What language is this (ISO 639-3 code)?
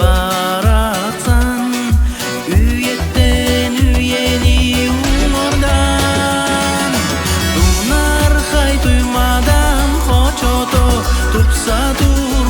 sah